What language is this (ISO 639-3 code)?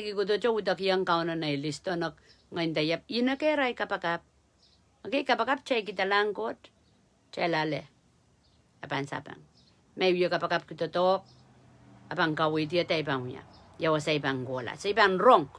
pon